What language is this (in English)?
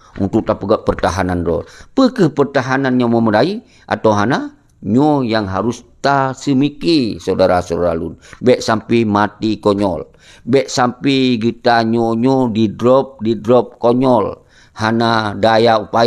Achinese